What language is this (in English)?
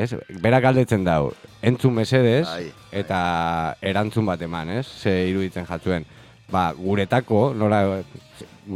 Basque